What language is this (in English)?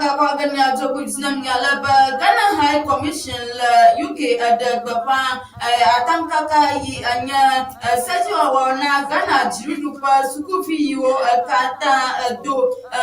Ewe